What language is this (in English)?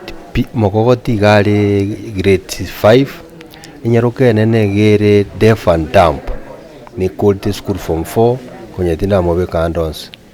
Gusii